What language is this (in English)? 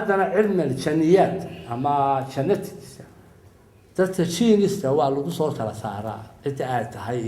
Somali